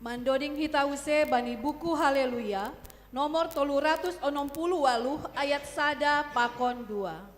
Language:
Batak Simalungun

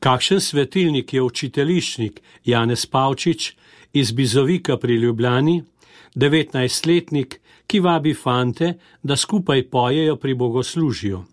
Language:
Slovenian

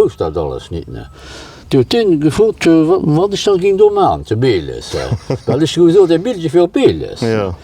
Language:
Luxembourgish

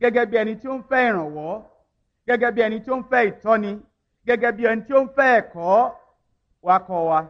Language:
Yoruba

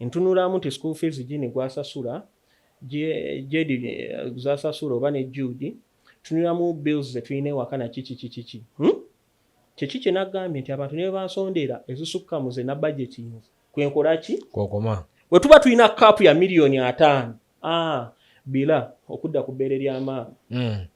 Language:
Ganda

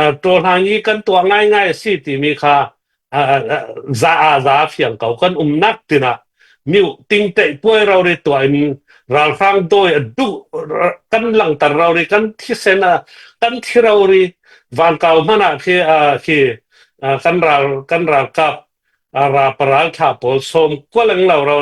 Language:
Falam Chin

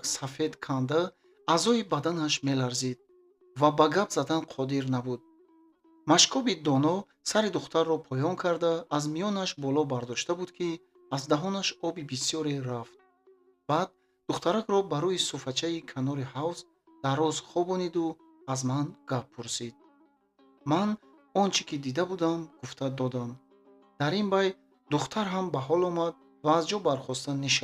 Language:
Tajik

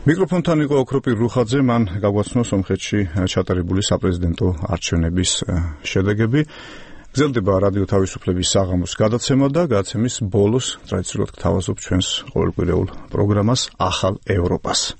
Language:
Georgian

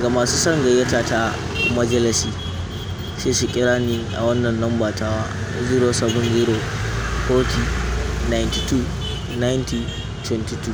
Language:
Hausa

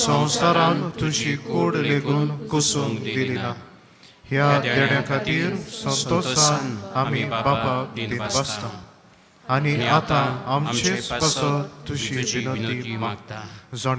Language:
Konkani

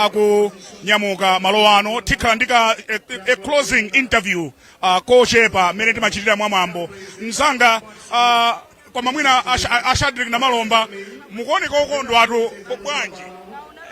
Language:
Nyanja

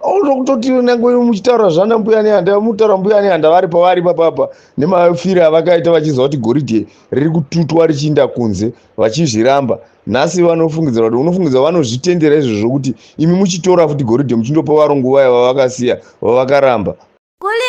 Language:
Shona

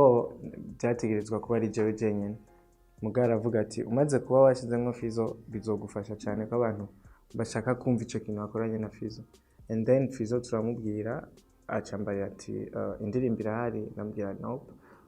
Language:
Rundi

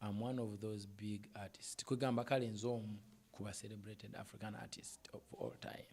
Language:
Ganda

